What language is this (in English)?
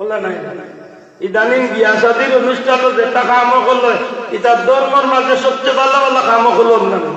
Sylheti